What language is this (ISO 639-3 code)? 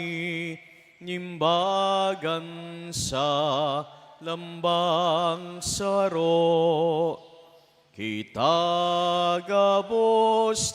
bik